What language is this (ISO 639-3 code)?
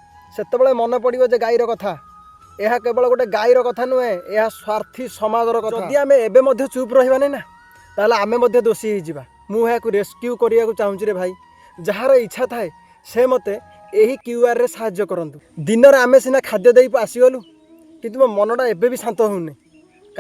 ori